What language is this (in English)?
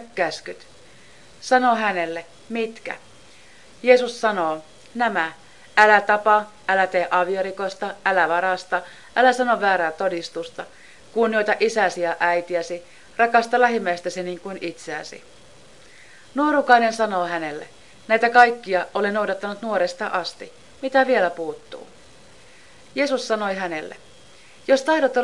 Finnish